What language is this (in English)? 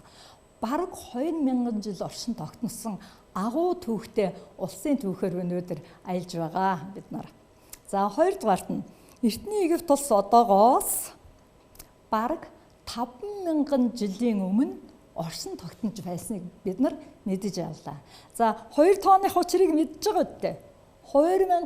Mongolian